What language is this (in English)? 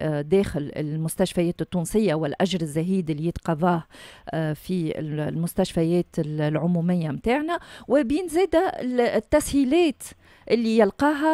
Tunisian Arabic